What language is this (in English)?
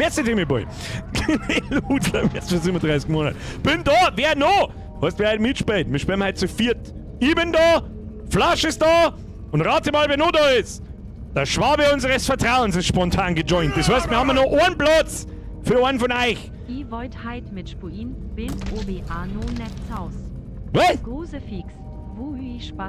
Bavarian